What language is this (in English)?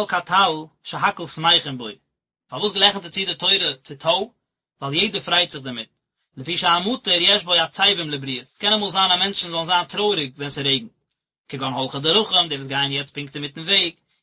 Yiddish